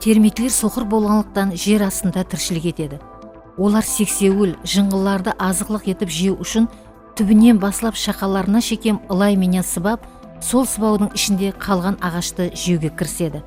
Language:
Kara-Kalpak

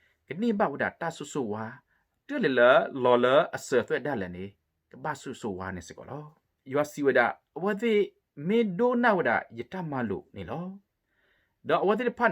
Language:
S'gaw Karen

